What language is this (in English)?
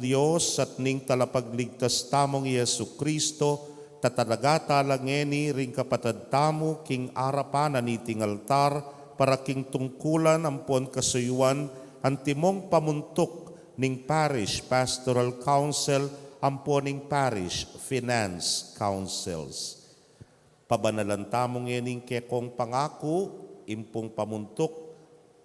Pampanga